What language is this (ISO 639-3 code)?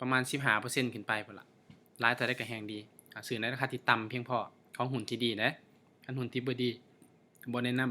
lao